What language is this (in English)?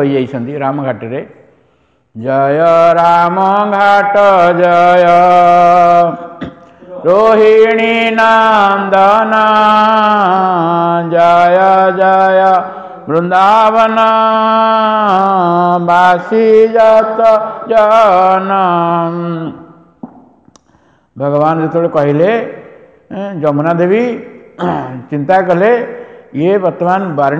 Odia